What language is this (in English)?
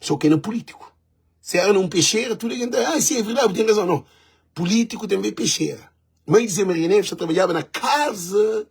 Kabuverdianu